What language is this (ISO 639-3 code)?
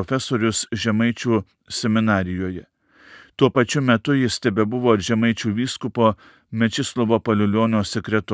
lit